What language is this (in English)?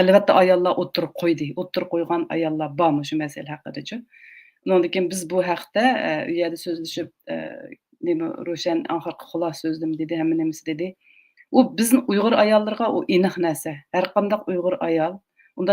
Uyghur